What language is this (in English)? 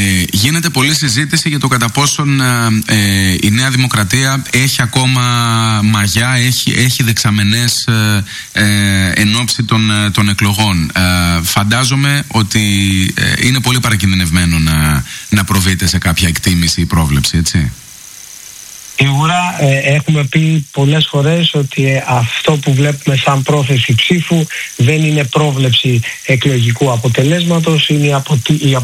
Greek